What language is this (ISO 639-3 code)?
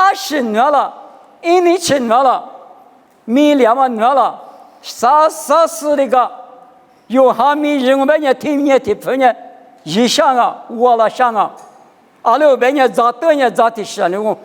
lis